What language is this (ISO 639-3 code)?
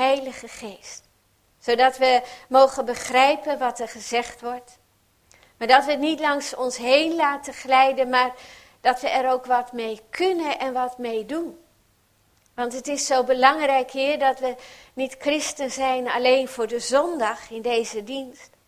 nld